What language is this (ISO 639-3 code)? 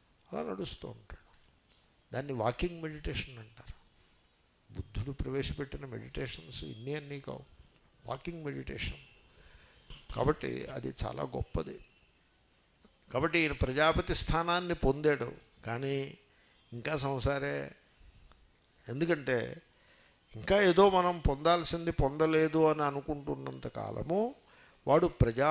tel